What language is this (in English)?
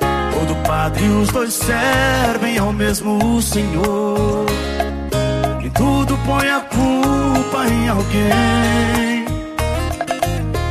Portuguese